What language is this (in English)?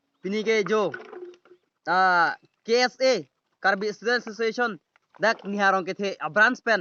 Karbi